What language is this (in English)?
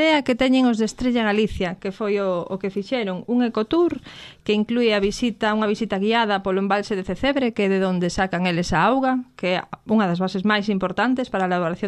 Galician